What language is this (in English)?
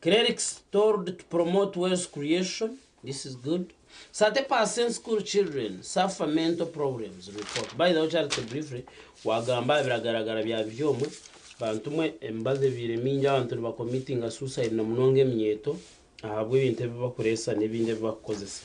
Nyankole